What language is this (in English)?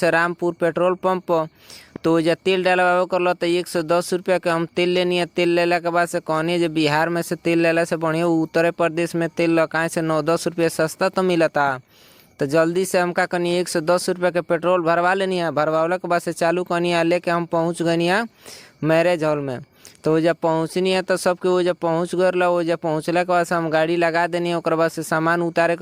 Bhojpuri